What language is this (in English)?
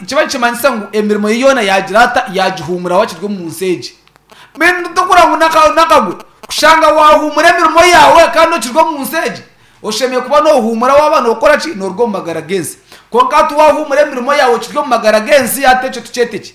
Nyankole